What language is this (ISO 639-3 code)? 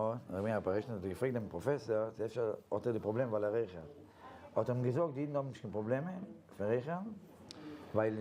yid